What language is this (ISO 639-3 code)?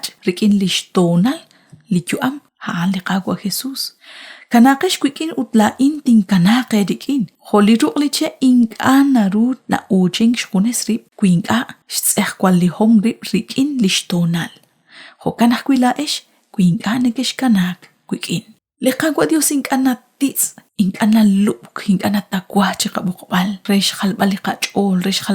kek